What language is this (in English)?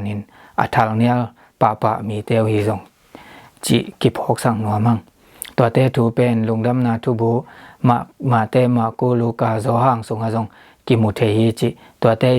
Tedim Chin